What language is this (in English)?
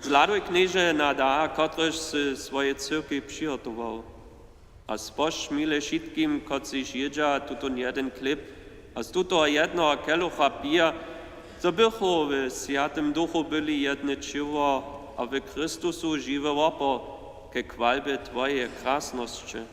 Upper Sorbian